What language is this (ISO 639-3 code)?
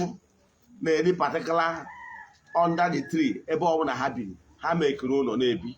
ibo